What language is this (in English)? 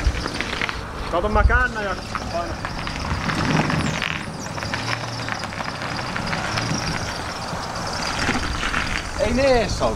Finnish